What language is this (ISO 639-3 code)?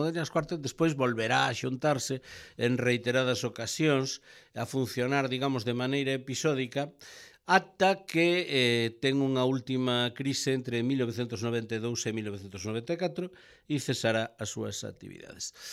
glg